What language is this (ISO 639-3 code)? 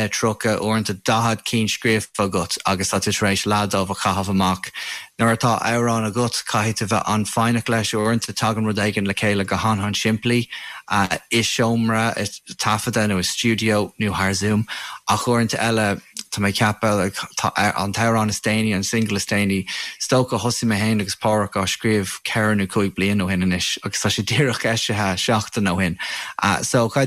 gle